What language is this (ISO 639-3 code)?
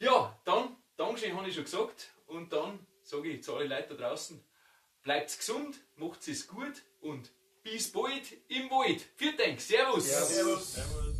bar